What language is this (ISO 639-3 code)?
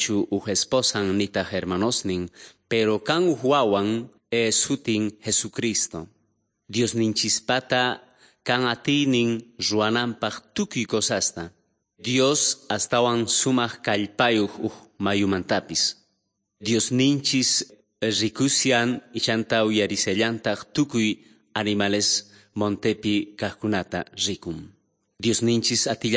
que